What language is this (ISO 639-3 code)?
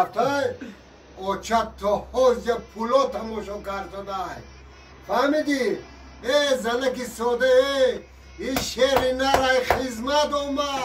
tgk